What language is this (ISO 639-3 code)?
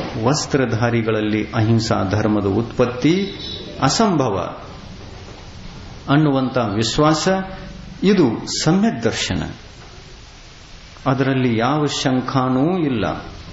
kan